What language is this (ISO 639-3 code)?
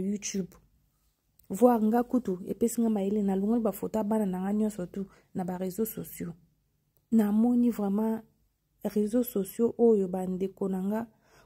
lin